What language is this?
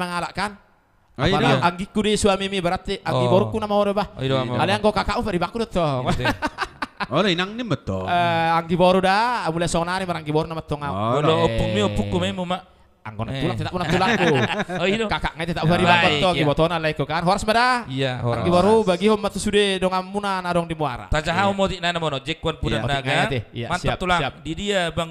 Batak Toba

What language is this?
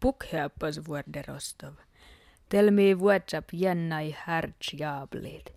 Skolt Sami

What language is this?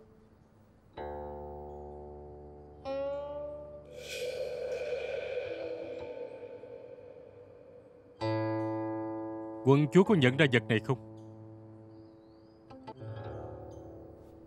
Vietnamese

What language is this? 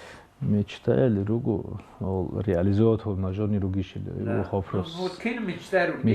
Avaric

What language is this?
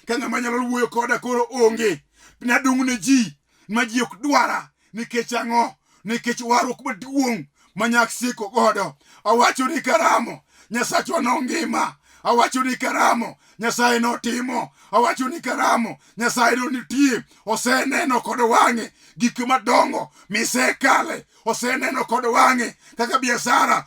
Luo (Kenya and Tanzania)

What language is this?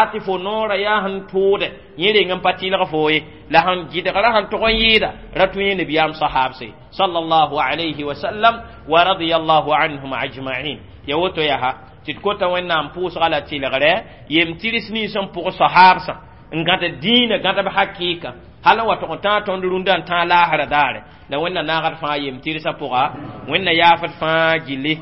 Mossi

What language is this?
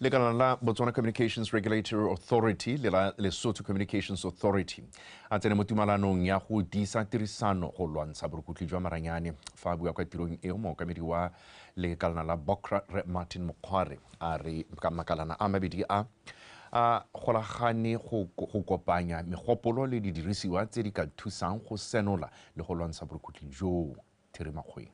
Tswana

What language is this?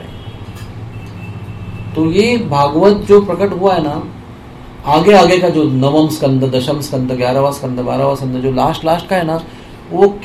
Hindi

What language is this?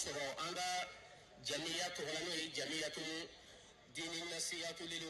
Bambara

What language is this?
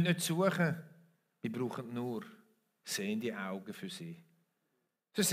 Swiss German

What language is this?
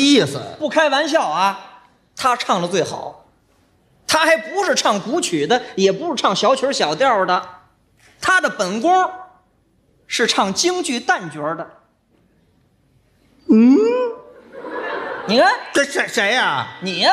Chinese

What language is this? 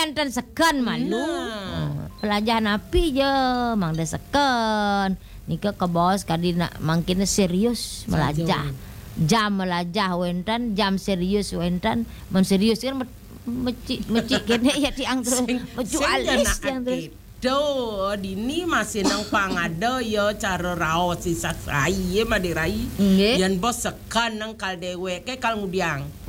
Balinese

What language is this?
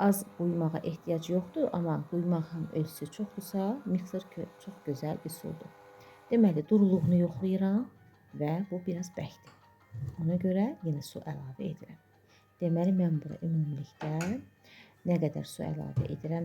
Azerbaijani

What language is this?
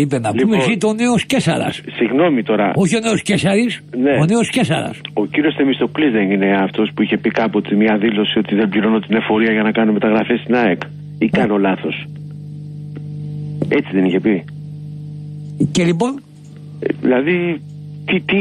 Greek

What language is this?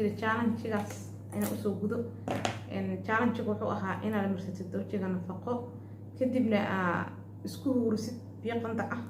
Somali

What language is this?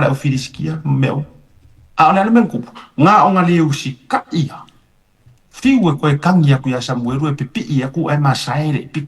Samoan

